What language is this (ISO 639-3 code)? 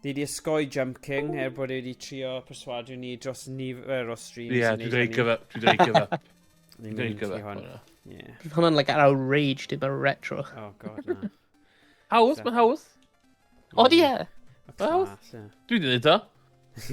cym